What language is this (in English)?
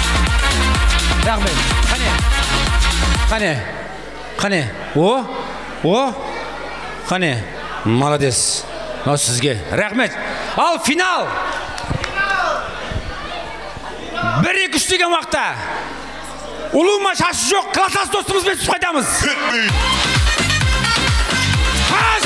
Kara-Kalpak